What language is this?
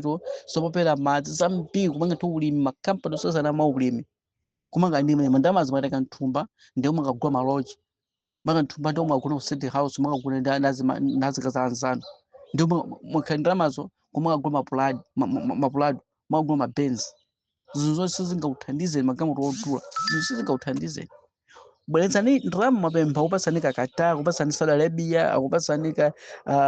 Nyanja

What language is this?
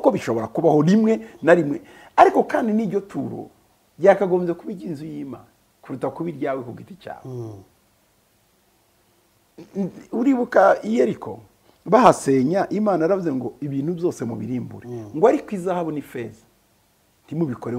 Kinyarwanda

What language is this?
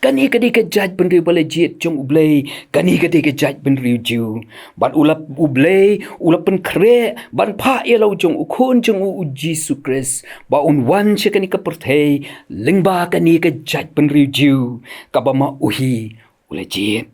Khasi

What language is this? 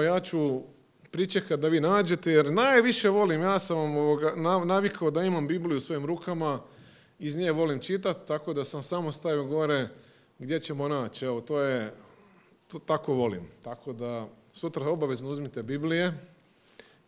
Croatian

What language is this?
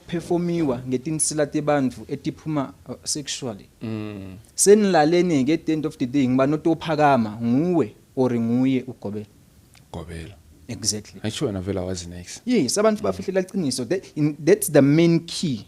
Zulu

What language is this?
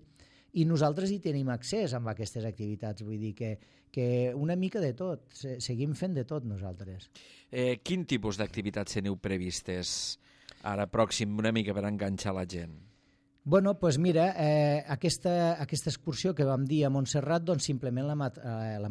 Catalan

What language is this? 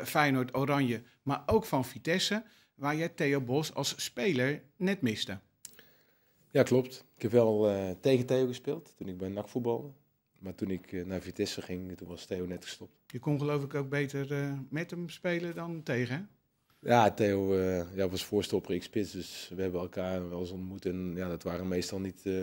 Dutch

